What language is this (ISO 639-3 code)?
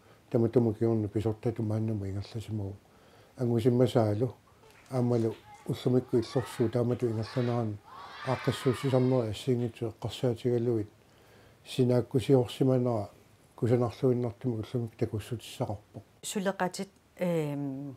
kal